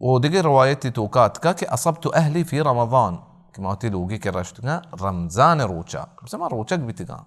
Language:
Baluchi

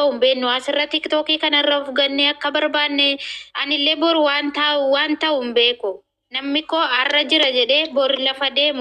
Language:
Oromo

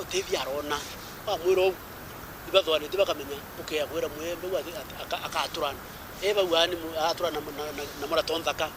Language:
Meru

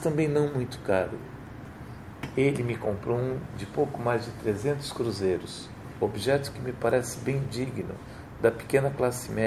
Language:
Portuguese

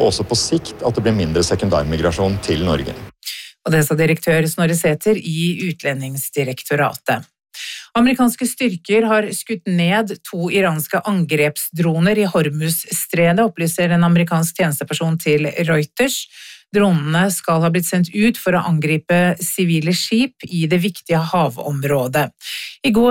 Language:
Norwegian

